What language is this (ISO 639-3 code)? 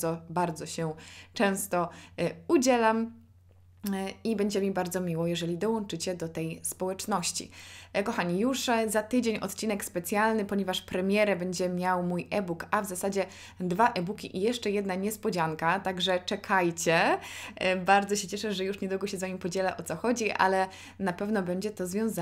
pol